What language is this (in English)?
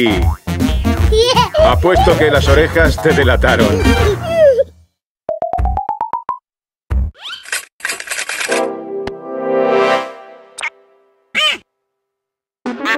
Spanish